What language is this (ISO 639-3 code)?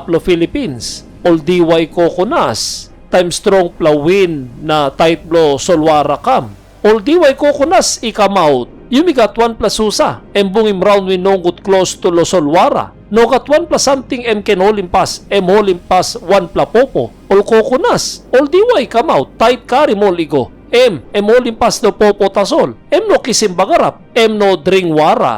tpi